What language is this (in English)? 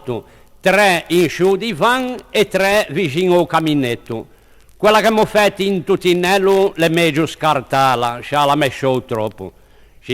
Ligurian